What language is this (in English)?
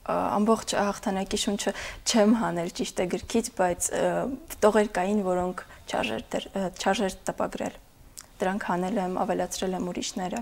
Armenian